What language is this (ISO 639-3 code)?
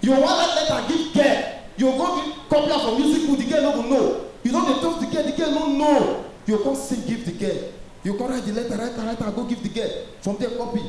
pcm